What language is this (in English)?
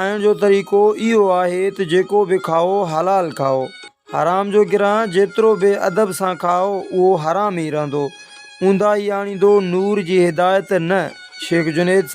Sindhi